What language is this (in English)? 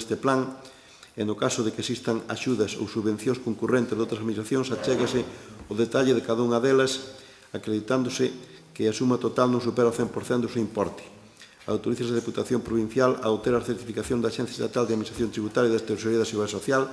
Galician